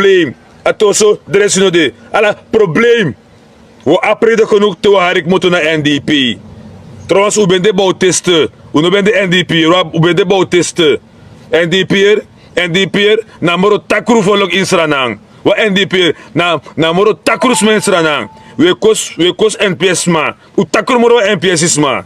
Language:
Sranan Tongo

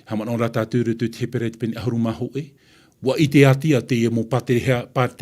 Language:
Tahitian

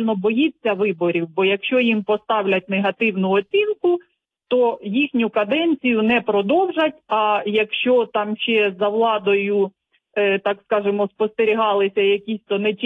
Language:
Ukrainian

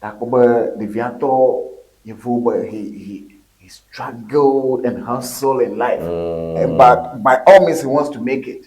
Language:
Ewe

